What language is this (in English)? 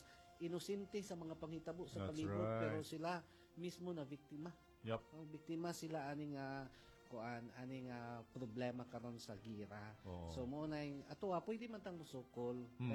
Cebuano